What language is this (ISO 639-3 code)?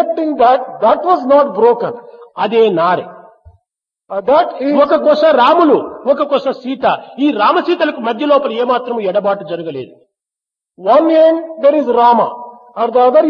tel